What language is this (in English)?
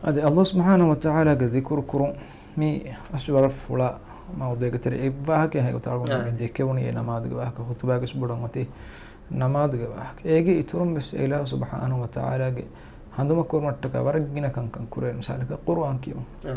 Divehi